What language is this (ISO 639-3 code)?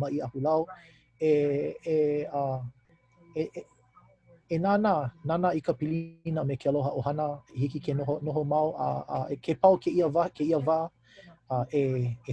haw